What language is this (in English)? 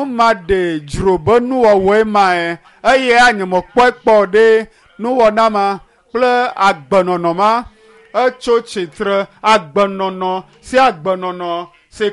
Ewe